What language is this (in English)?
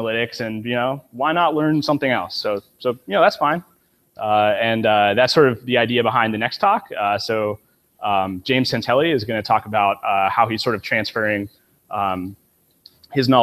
English